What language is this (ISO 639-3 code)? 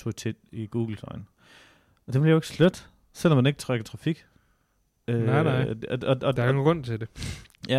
dan